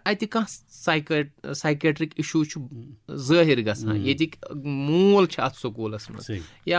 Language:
Kashmiri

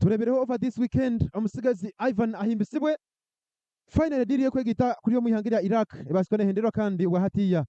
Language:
Nyankole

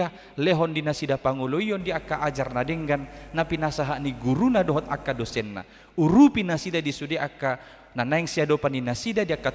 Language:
Batak Toba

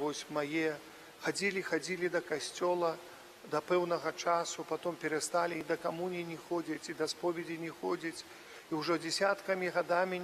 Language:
Belarusian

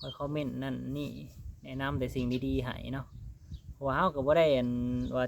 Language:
Lao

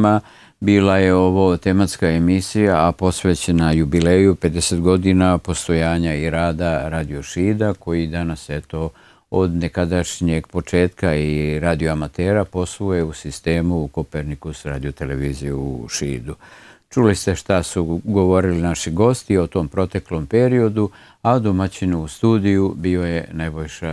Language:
Serbian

